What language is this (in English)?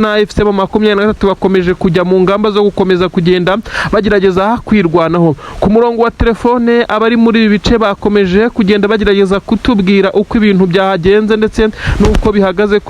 Kinyarwanda